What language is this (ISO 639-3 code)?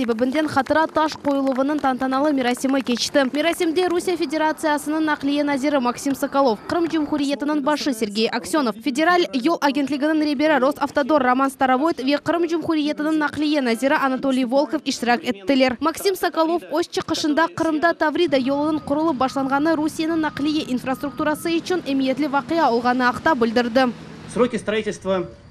crh